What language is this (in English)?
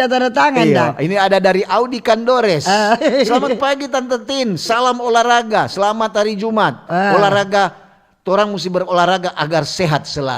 Manado Malay